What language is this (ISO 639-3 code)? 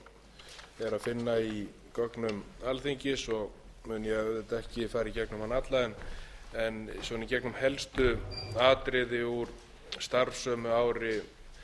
isl